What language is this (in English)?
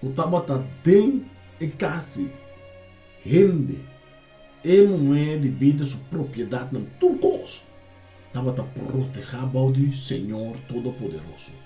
Papiamento